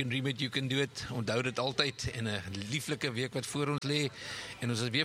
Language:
Afrikaans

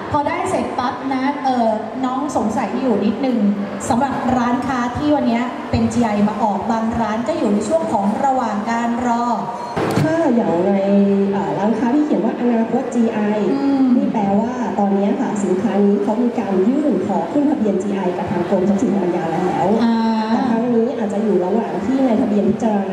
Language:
Thai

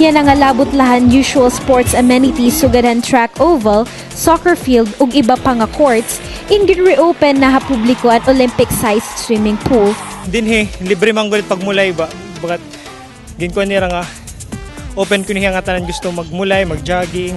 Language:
Waray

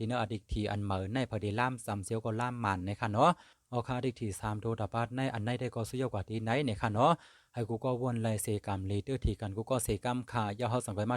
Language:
Shan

